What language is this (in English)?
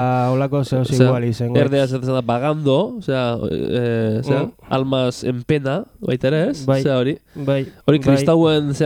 Basque